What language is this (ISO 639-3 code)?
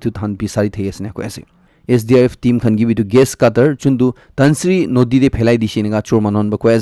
nag